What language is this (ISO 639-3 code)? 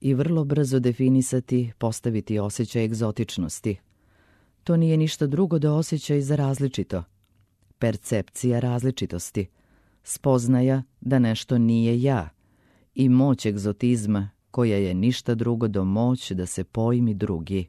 srp